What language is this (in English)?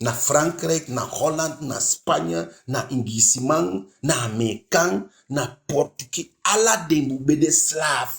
Eastern Maroon Creole